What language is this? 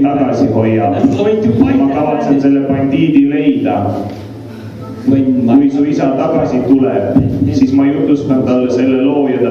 Estonian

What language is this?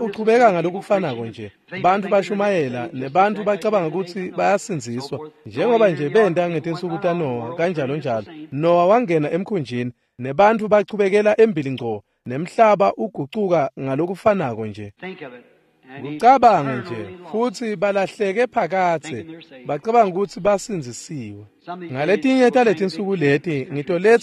Swati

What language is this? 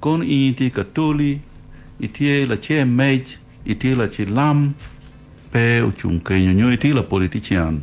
Acoli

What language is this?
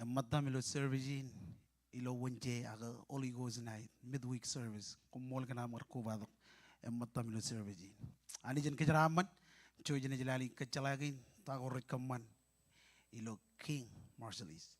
Marshallese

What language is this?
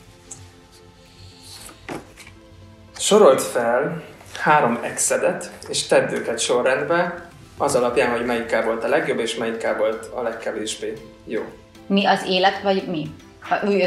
Hungarian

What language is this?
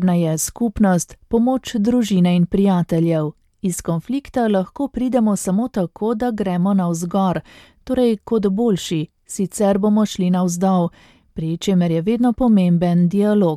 Slovenian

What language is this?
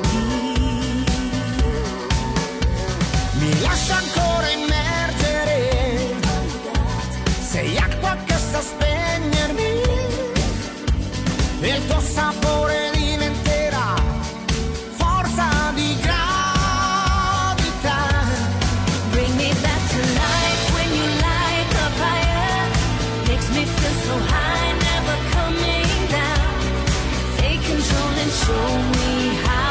Italian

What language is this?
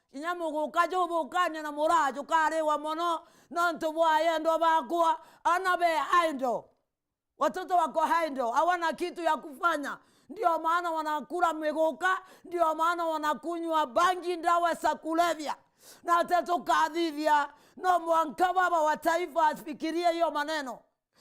Meru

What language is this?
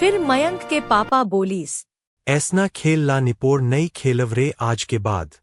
Chhattisgarhi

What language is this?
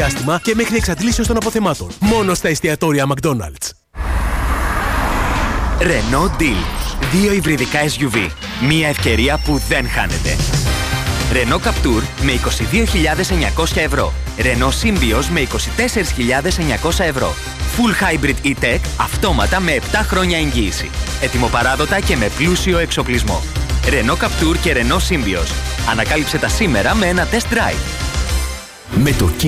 Greek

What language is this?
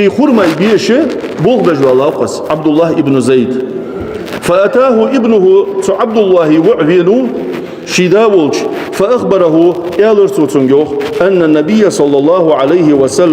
Ingush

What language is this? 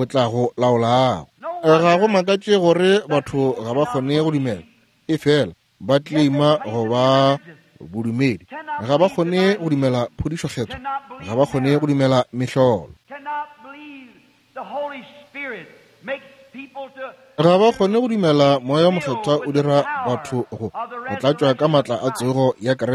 Northern Sotho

